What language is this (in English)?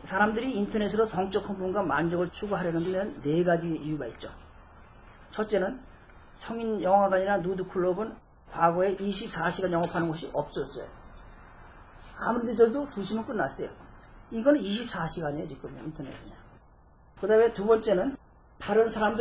Korean